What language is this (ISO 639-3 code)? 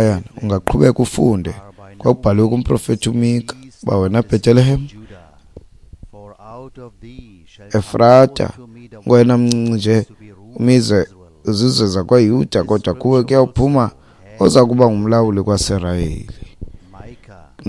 xho